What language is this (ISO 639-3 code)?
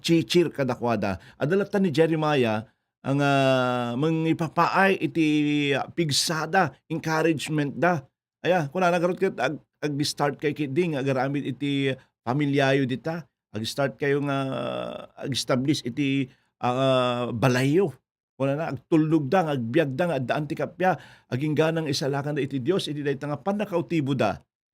ilo